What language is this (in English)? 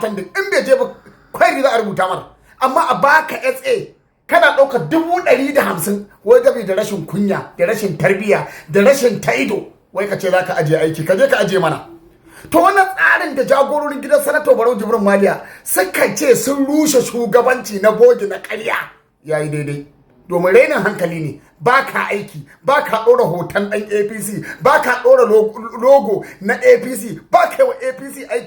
Hausa